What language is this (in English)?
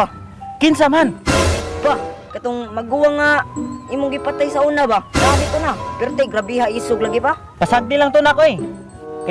Cebuano